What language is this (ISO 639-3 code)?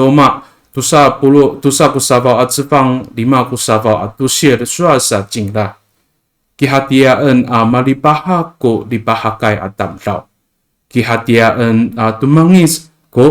ami